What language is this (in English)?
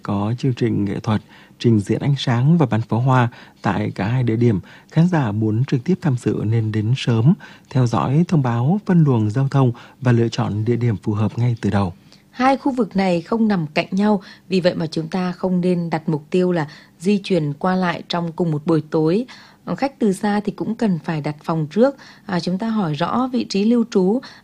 Vietnamese